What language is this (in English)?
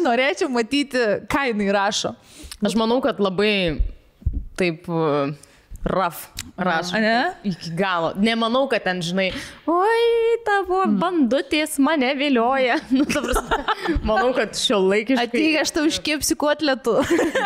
Lithuanian